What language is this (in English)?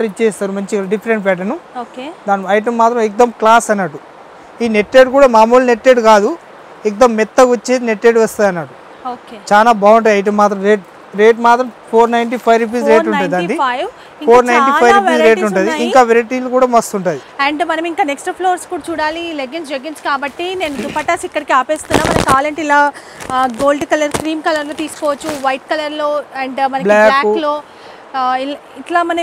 Telugu